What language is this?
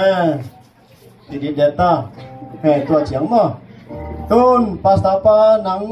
Tedim Chin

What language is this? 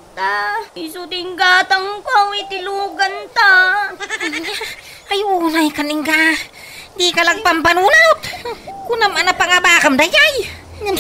Iloko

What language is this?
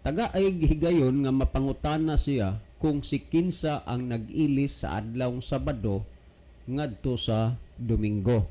Cebuano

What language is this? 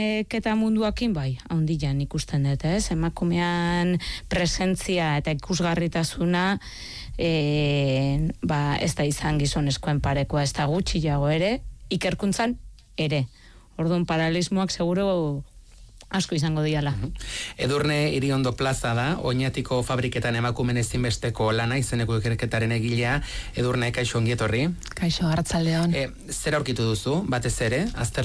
Basque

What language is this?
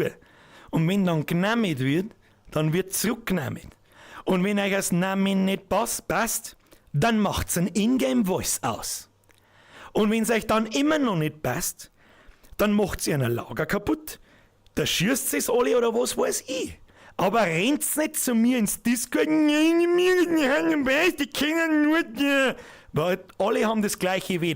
Bavarian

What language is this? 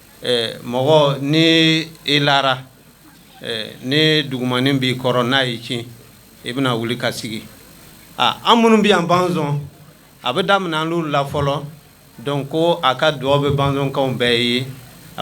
Bambara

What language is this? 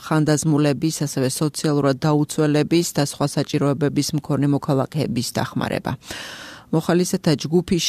Georgian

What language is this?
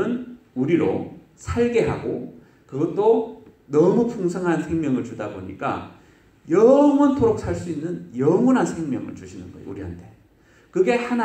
Korean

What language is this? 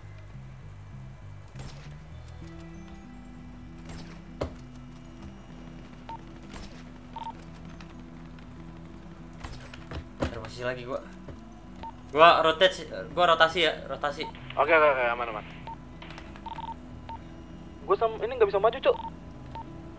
Indonesian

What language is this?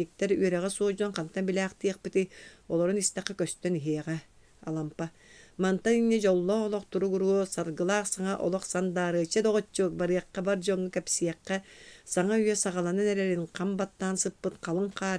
Yakut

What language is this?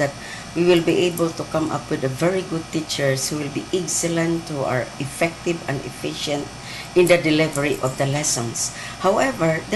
Cebuano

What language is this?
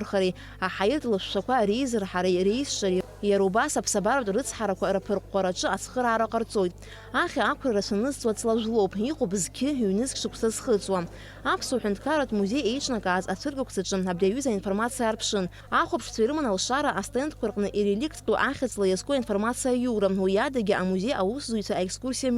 Abkhazian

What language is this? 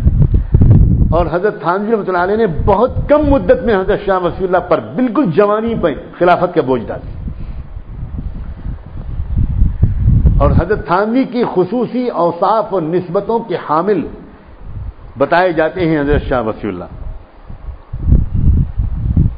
Urdu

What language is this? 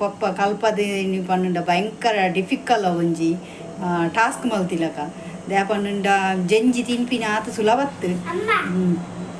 Tulu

